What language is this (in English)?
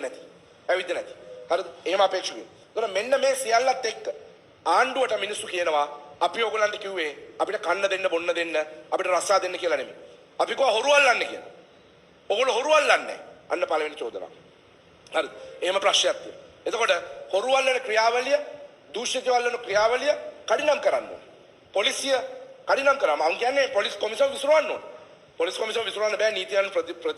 Sinhala